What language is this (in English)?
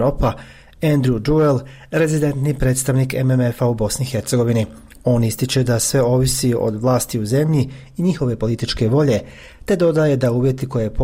Bosnian